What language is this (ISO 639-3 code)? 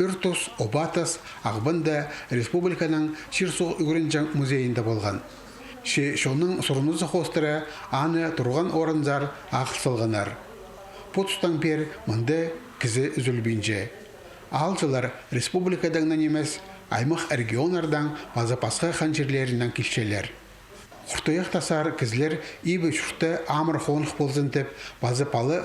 kjh